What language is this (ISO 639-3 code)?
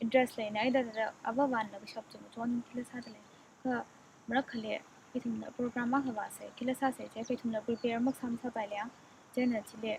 nmf